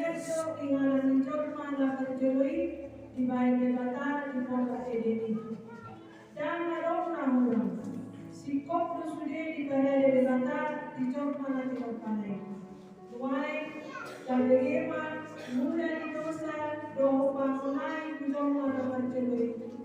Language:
Batak Toba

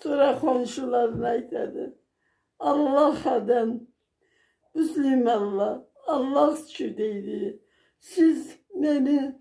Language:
Karachay-Balkar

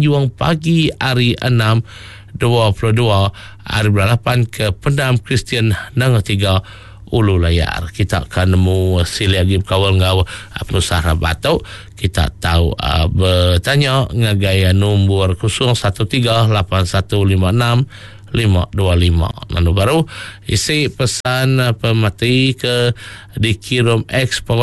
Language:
Iban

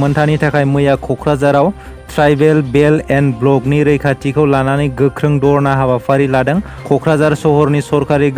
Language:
Bodo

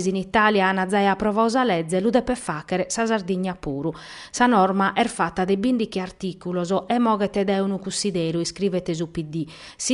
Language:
Sardinian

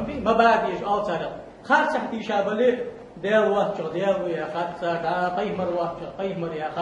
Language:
Ingush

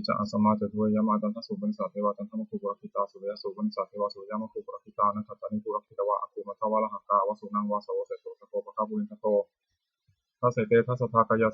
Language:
Pali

